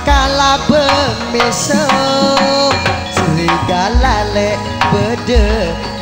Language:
Madurese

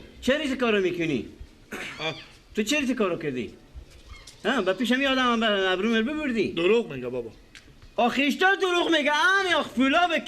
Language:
Persian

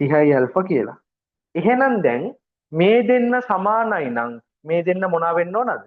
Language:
Sinhala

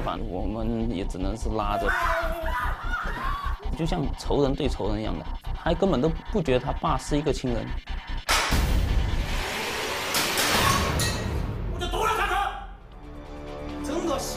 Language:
Chinese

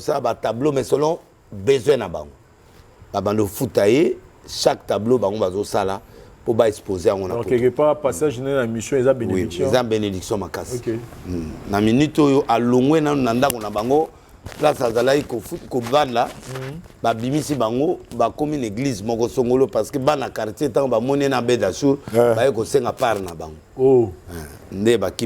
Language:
Lingala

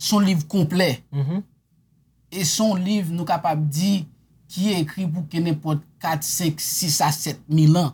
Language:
Haitian Creole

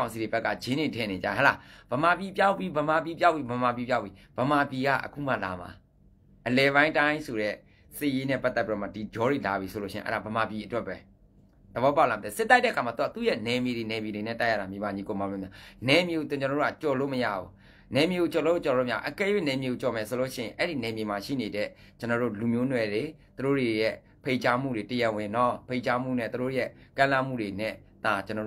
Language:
Burmese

